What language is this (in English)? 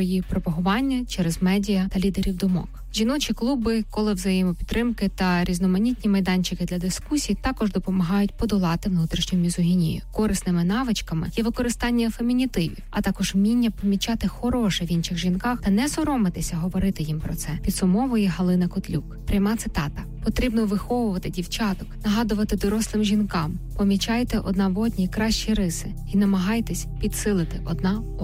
Ukrainian